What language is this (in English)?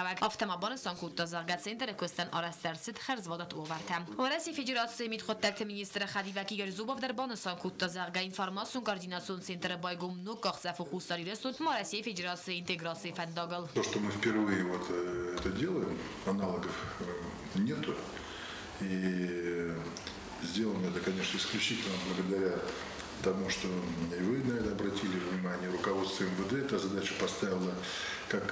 Ossetic